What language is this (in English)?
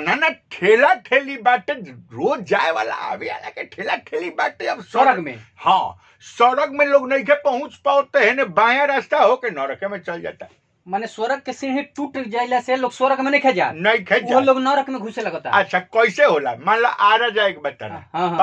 Bhojpuri